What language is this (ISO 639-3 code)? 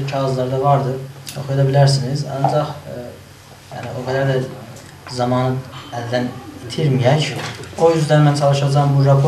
azb